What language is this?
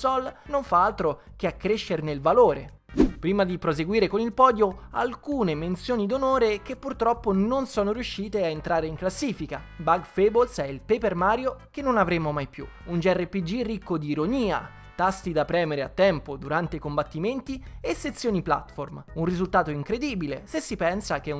Italian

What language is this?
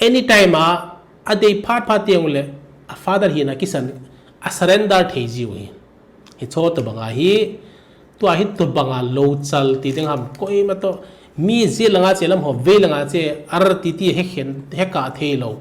Thado Chin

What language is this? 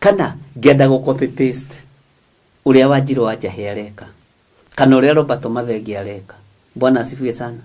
Kikuyu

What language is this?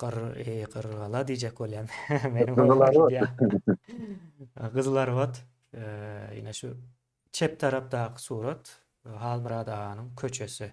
Turkmen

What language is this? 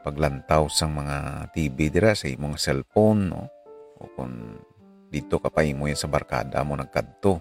Hiligaynon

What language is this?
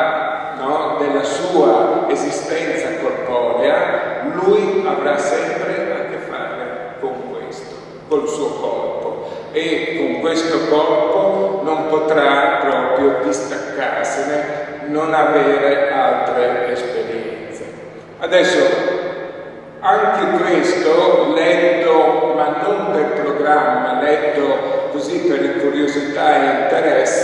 Italian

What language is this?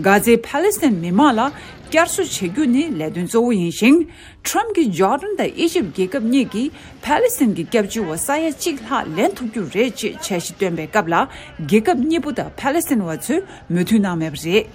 Tibetan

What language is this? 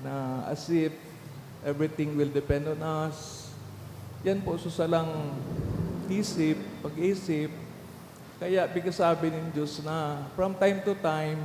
Bikol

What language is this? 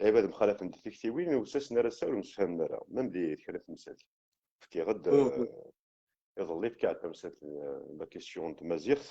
Kabyle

